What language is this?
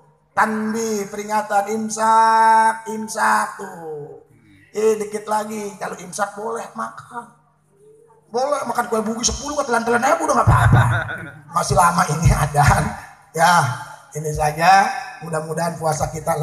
Indonesian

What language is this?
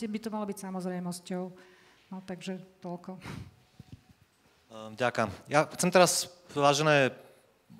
Slovak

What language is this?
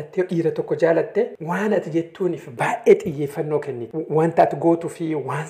Oromo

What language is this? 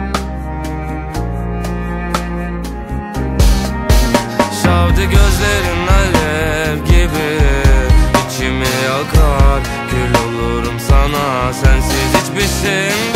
Turkish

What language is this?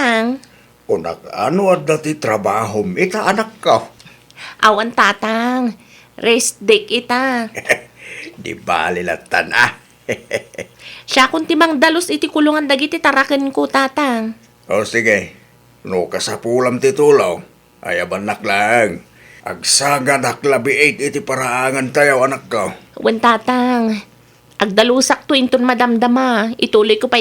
Iloko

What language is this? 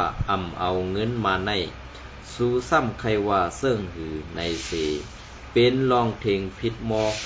Shan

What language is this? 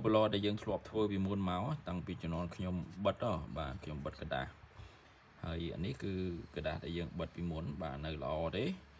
Khmer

